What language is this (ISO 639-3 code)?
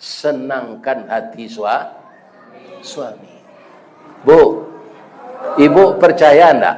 min